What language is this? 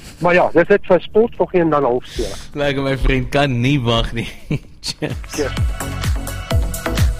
Afrikaans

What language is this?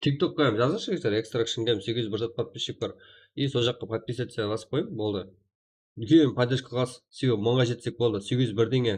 Kara-Kalpak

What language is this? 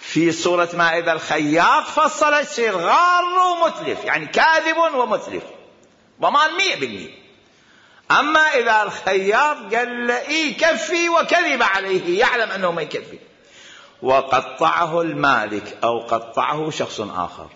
Mesopotamian Arabic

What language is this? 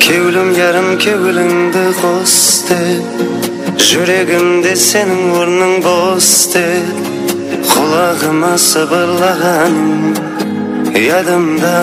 Kara-Kalpak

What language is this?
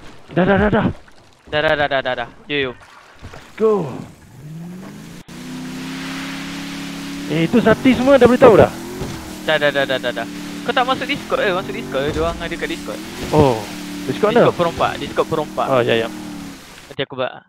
Malay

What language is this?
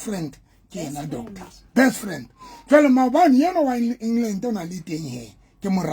Southern Sotho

